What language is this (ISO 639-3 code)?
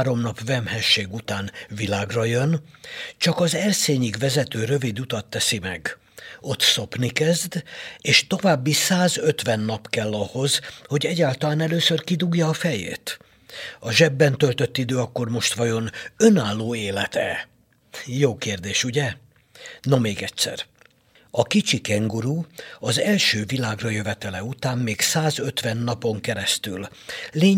hun